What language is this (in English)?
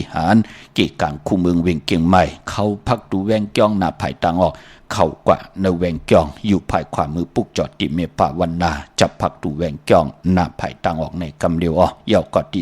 Shan